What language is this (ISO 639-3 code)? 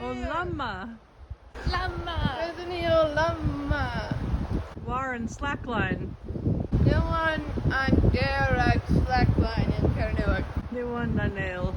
cor